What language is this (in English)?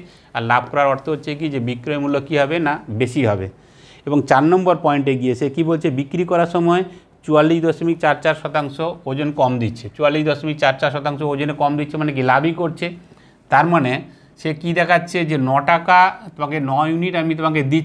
Bangla